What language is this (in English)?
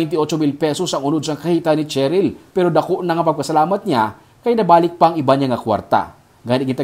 Hiligaynon